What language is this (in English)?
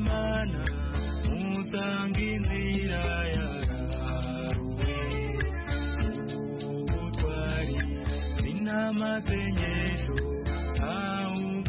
Kinyarwanda